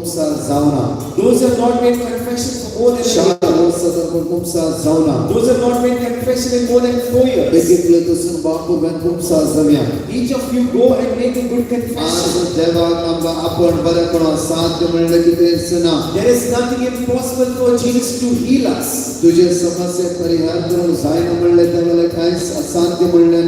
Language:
Konkani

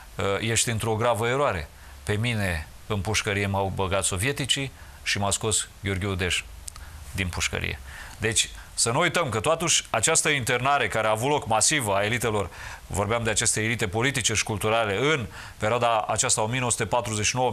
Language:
Romanian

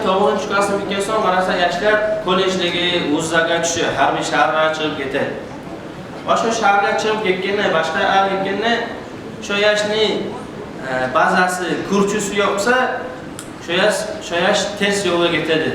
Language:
Kumyk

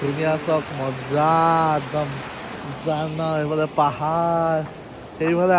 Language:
Assamese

